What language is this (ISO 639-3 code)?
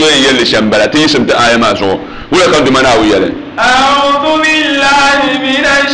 dag